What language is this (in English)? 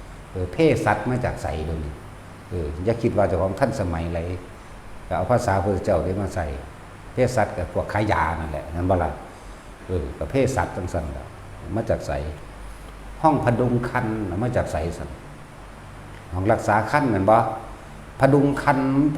Northeastern Thai